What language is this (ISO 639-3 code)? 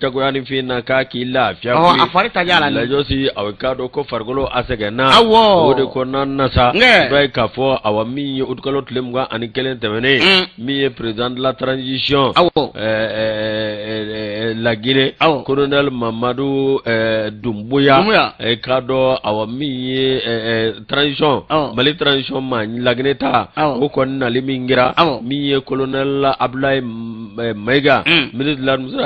bam